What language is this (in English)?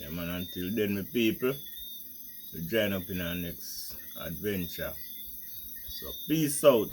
Jamaican Creole English